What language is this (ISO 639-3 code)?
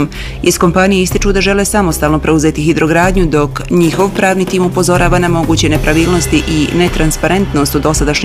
bos